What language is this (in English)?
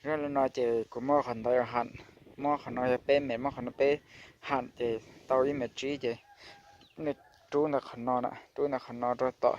Hmong